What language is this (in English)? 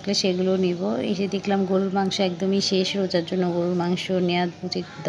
Bangla